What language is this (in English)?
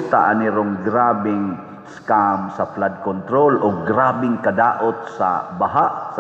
Cebuano